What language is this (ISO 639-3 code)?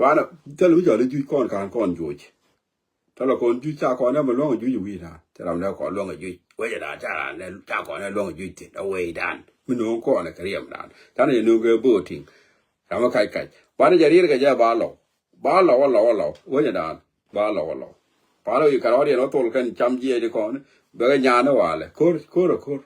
nus